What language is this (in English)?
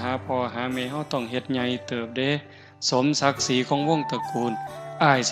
Northeastern Thai